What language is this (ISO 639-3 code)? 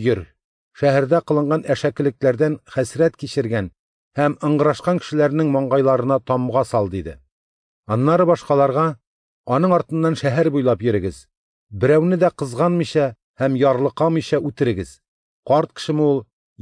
tat